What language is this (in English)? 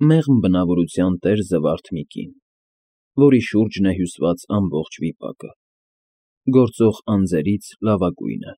Armenian